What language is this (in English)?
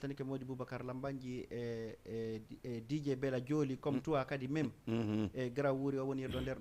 Fula